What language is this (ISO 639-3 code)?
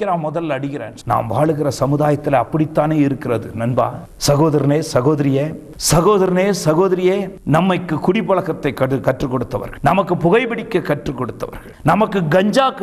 tam